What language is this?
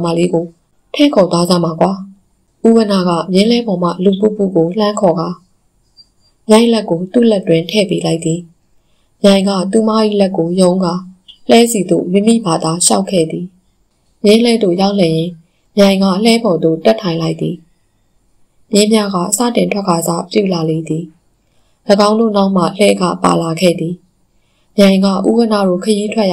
Burmese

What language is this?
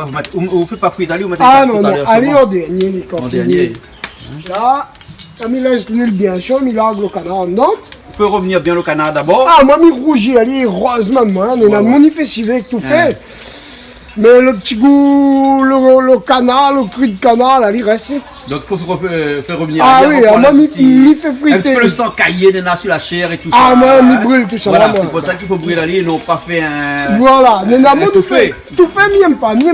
Réunion Creole French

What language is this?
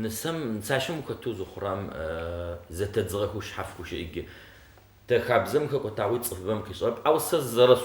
Adyghe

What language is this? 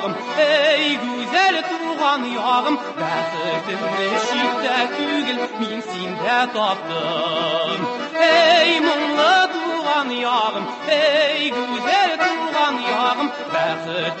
Tatar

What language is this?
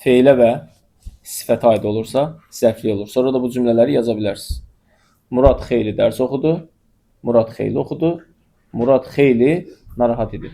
Azerbaijani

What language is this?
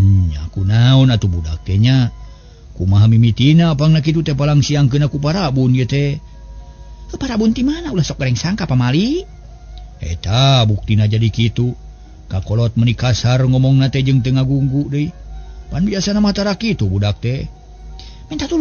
Sundanese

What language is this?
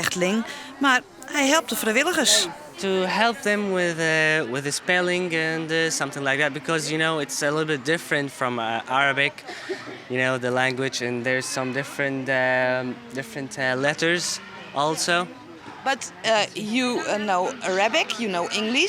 Western Frisian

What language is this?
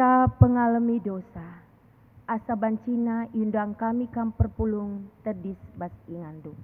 Batak Karo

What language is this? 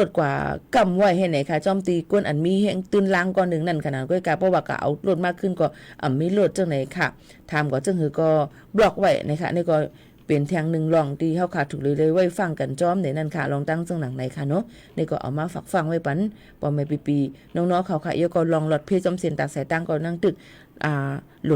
Shan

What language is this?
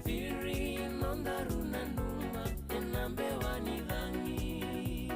Fijian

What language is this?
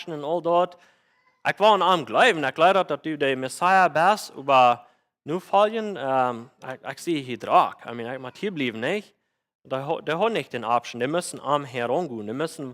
Plautdietsch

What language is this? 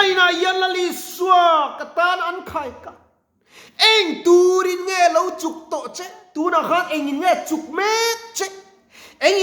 Mizo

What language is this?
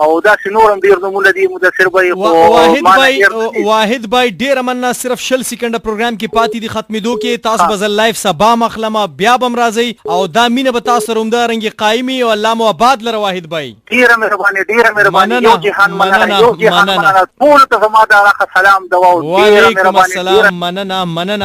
Pashto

